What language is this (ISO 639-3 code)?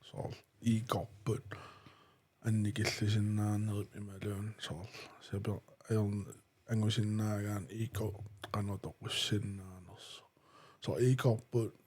kal